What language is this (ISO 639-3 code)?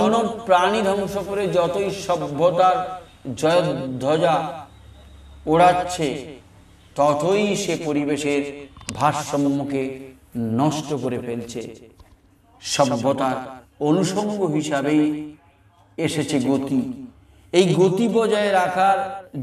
ben